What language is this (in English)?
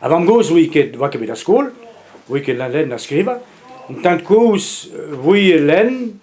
Breton